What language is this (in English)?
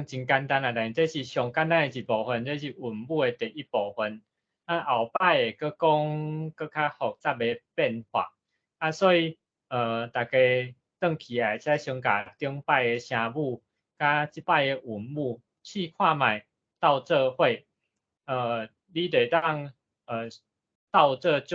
Min Nan Chinese